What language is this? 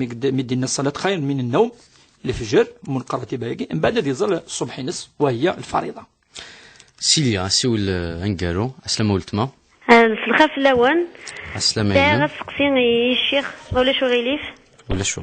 Kabyle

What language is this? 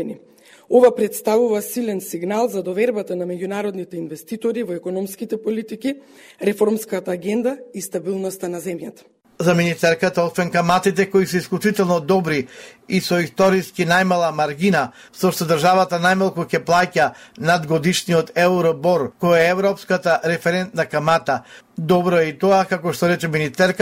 Macedonian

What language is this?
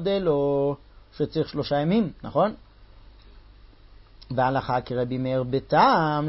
Hebrew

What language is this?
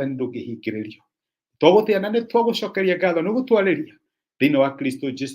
Kikuyu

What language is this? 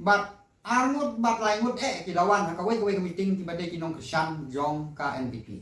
Khasi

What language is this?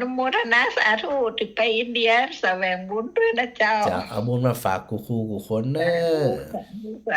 Northern Thai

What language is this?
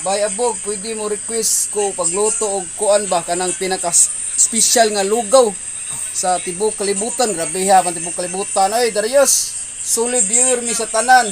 Cebuano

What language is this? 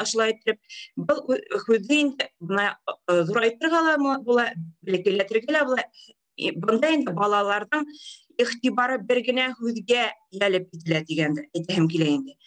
Bashkir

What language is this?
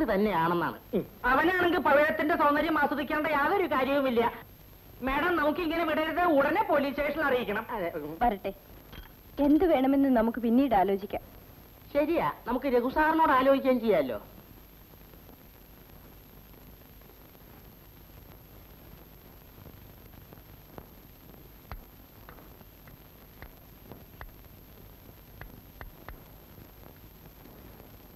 Malayalam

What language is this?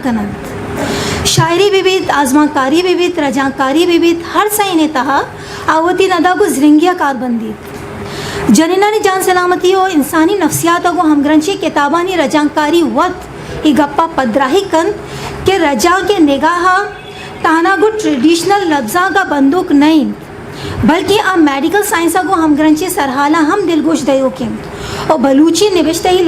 Eastern Balochi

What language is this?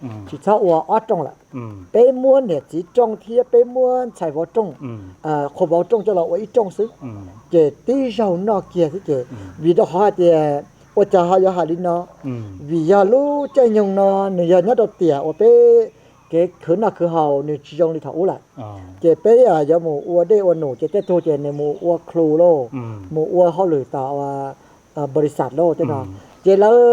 Hmong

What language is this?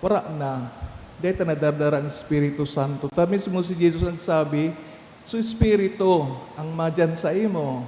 Bikol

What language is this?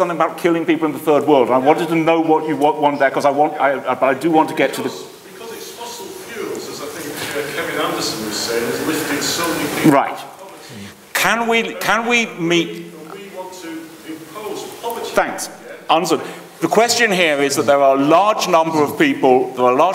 English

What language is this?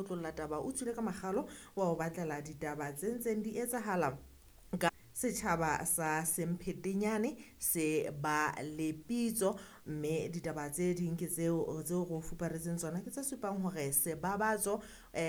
Southern Sotho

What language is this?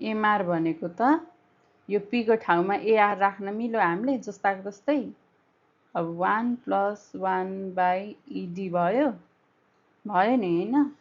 Nepali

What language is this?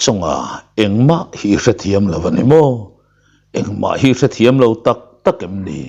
Mizo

